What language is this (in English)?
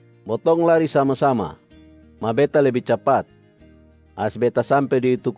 Kupang Malay